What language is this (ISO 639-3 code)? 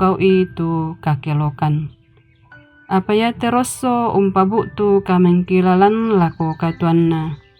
sda